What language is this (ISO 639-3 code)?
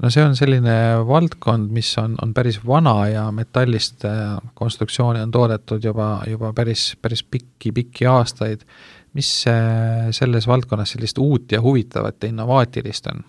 est